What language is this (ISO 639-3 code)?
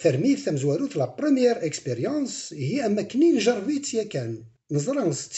kab